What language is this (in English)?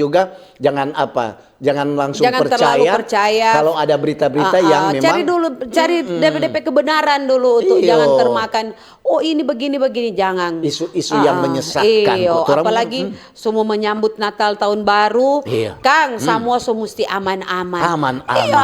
Manado Malay